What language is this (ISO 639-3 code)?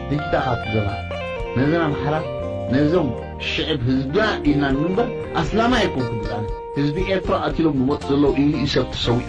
tir